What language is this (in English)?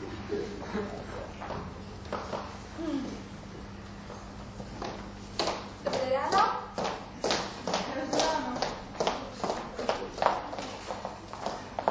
Slovak